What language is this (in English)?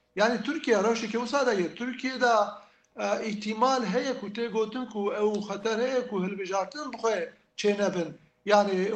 Kurdish